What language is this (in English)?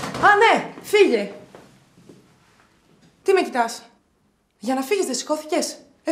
Greek